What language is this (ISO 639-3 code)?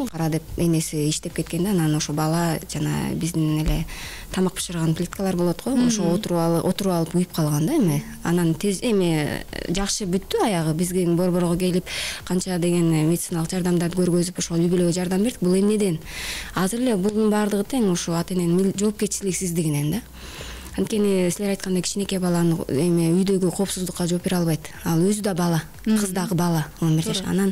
kir